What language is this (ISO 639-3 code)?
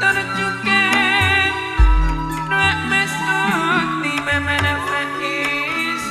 mad